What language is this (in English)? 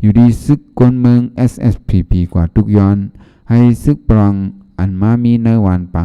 Shan